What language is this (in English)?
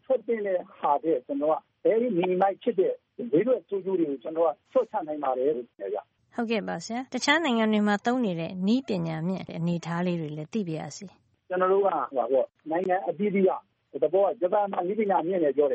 Burmese